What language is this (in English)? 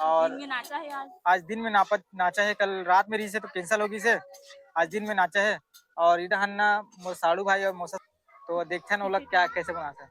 Chhattisgarhi